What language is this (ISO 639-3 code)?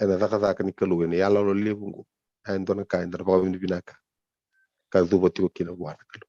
fij